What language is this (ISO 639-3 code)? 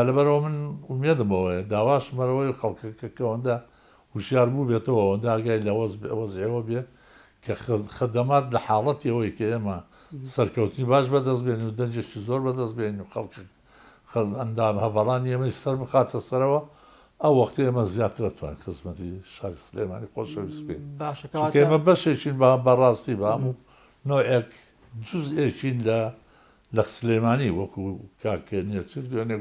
ckb